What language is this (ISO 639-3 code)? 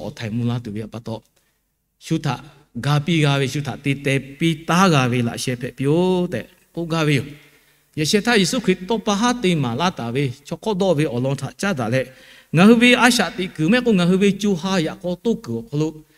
lhu